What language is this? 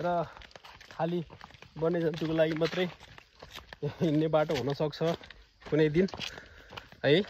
Nepali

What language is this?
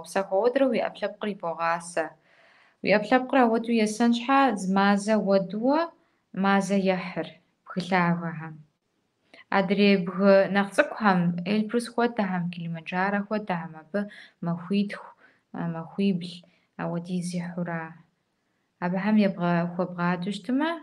Kabardian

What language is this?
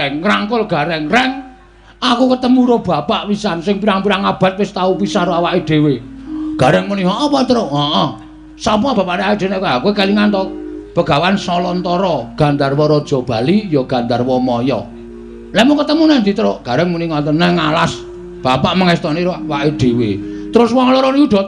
Javanese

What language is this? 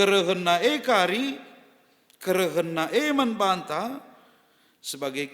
Batak Karo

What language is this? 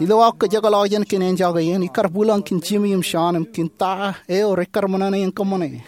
Marshallese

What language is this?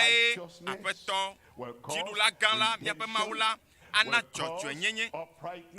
Ewe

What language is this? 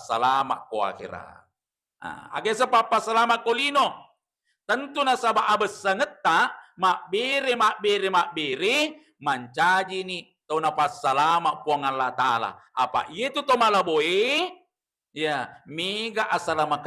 Buginese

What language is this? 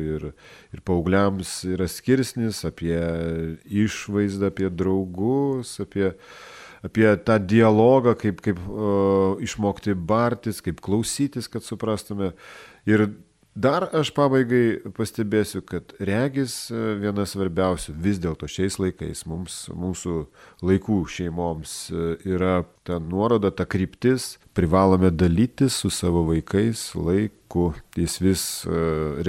Lithuanian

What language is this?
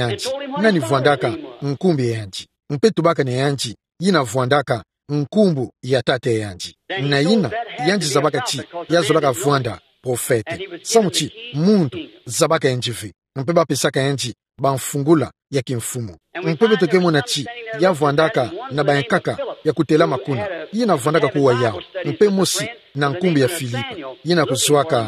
Kituba (Democratic Republic of Congo)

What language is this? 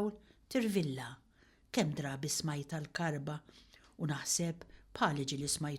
Maltese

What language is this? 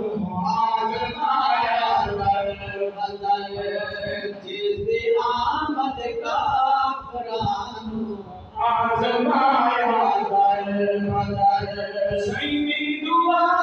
Saraiki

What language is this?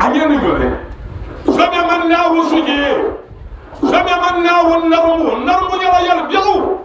Dagbani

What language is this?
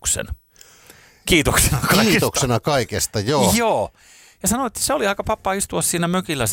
Finnish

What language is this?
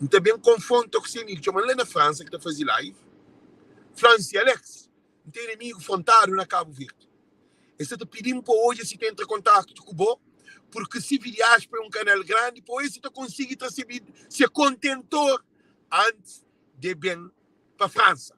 Kabuverdianu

